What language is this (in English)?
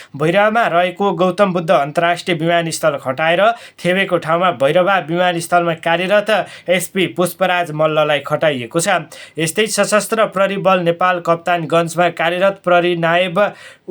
Nepali